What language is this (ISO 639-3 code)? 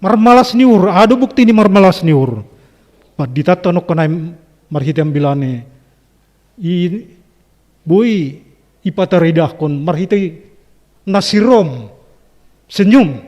bts